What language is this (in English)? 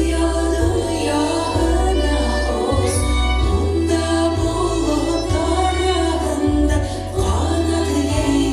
Bashkir